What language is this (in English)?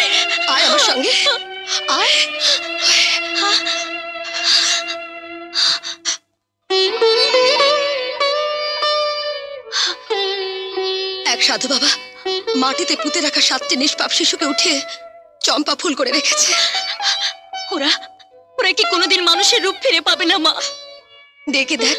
Bangla